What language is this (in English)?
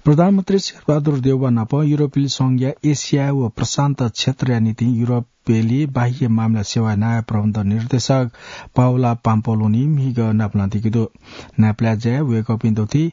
Newari